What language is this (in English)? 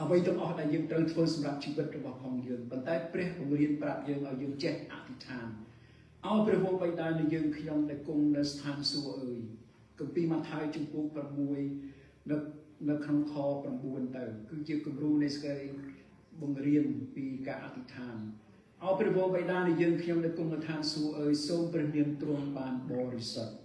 Khmer